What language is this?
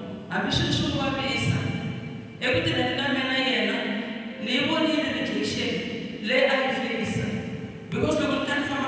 Tsonga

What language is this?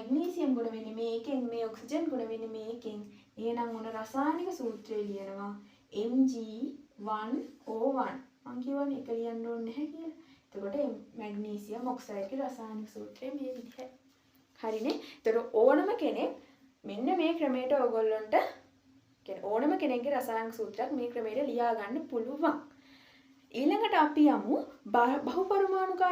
Sinhala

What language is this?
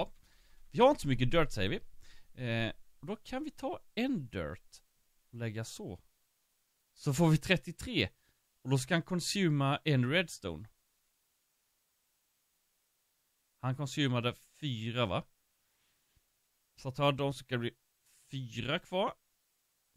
Swedish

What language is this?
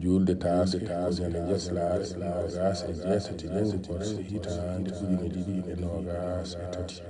Fula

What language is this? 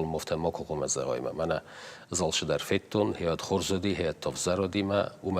Ossetic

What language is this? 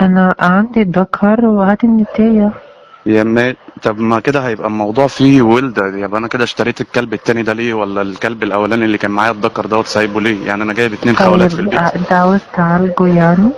Egyptian Arabic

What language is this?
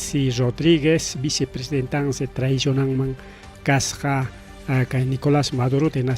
Ayacucho Quechua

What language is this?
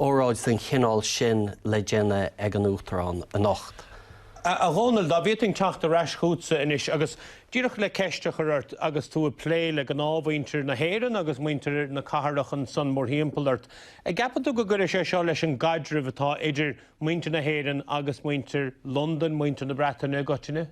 Irish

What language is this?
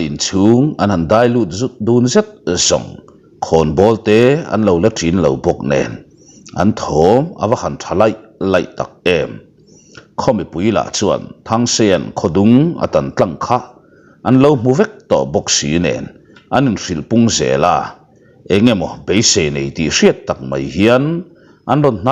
Mizo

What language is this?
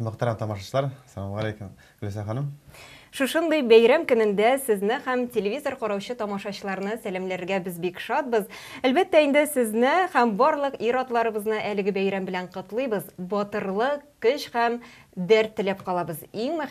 Tatar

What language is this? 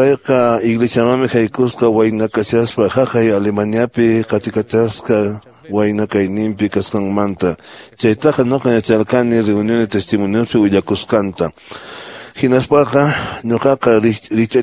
Quechua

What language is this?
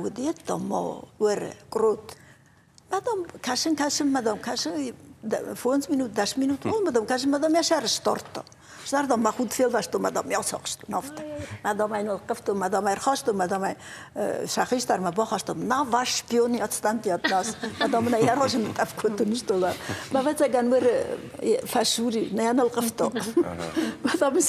Ossetic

